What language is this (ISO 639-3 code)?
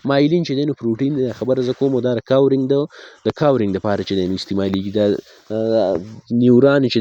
pus